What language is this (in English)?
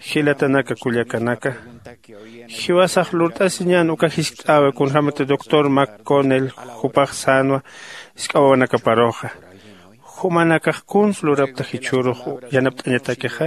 Aymara